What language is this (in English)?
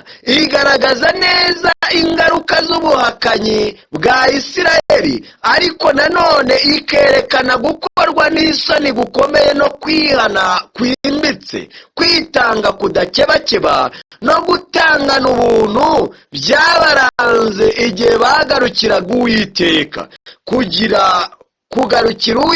Kinyarwanda